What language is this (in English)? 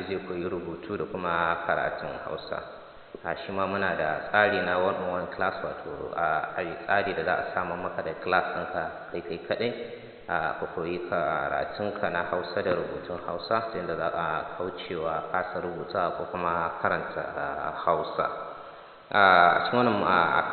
Hausa